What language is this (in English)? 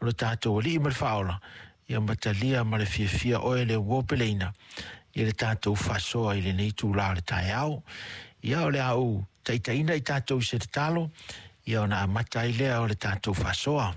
Samoan